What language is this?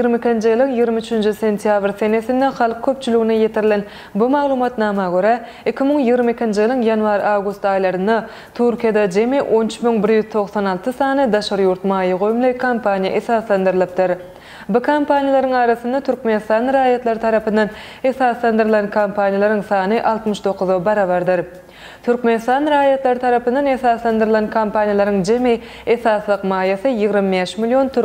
Turkmen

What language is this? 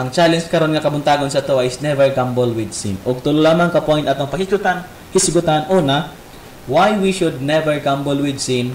Cebuano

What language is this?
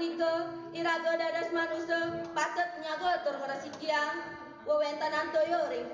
Balinese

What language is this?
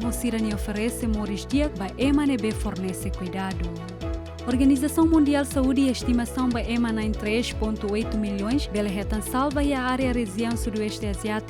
Tetum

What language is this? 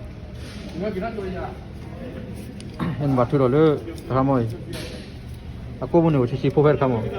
S'gaw Karen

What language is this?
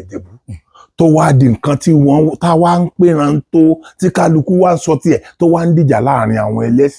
Yoruba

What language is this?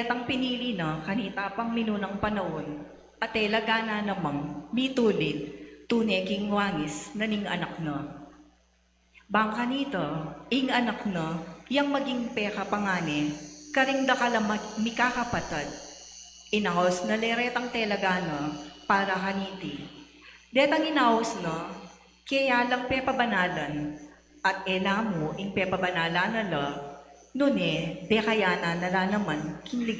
Pampanga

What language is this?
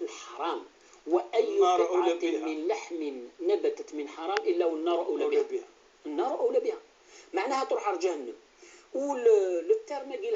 Kabyle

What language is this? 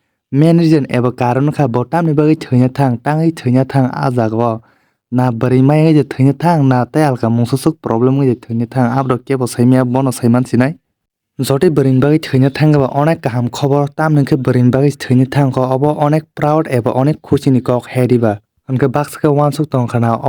Kok Borok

